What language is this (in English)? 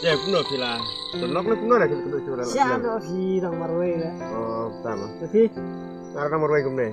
Khasi